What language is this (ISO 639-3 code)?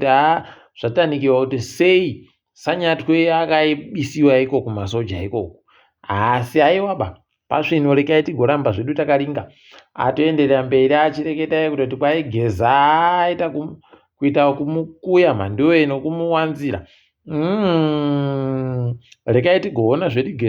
ndc